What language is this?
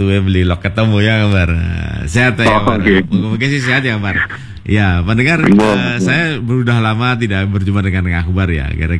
Indonesian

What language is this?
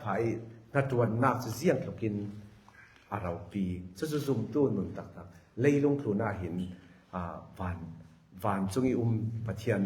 Falam Chin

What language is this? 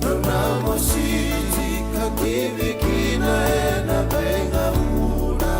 Fijian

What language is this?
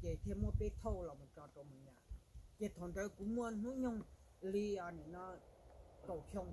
Hmong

